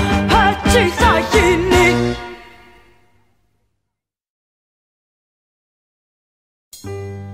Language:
Greek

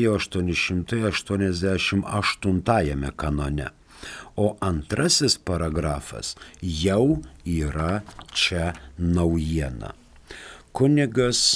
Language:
Lithuanian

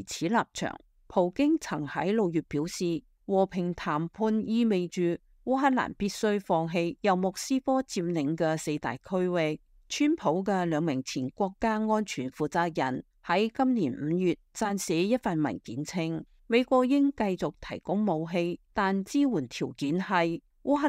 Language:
Cantonese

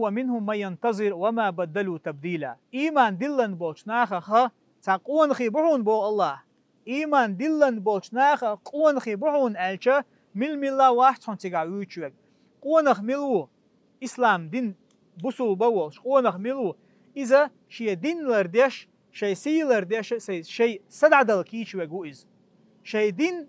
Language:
Chechen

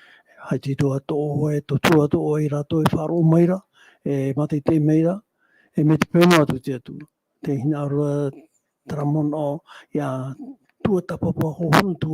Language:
Tahitian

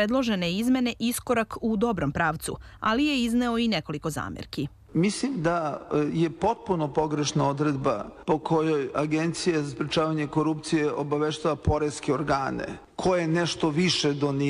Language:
Serbian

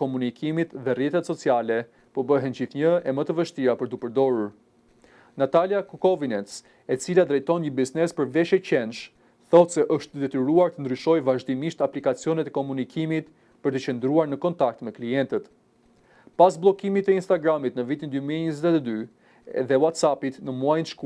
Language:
Albanian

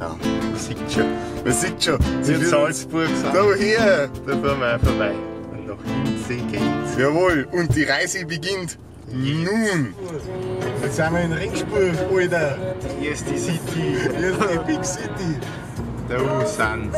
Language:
Bavarian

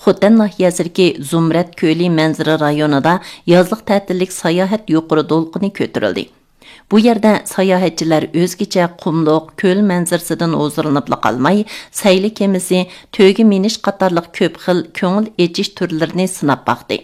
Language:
Uyghur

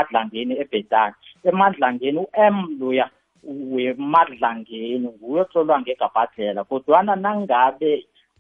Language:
South Ndebele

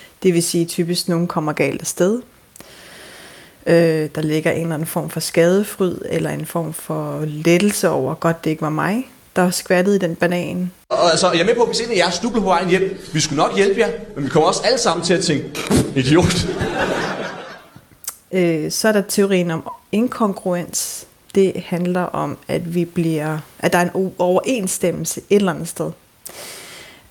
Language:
Danish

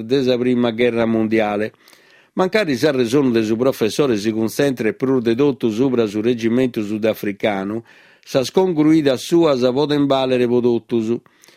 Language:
Sardinian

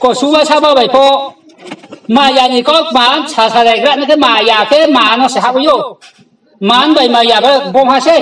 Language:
Riang (India)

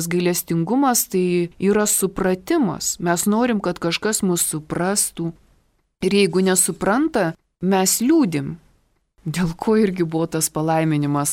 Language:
Lithuanian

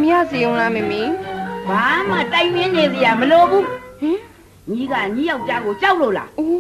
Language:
Burmese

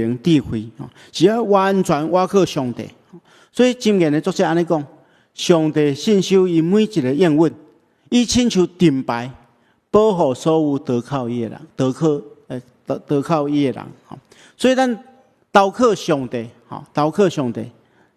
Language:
Min Nan Chinese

